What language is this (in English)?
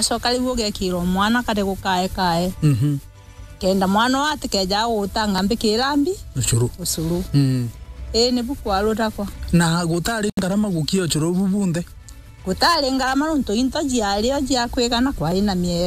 Meru